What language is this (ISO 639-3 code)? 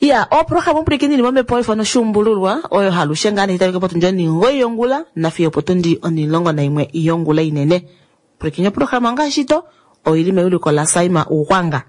kua